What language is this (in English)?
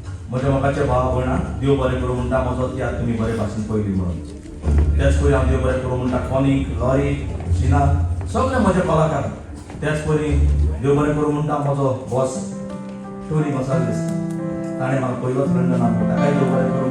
Konkani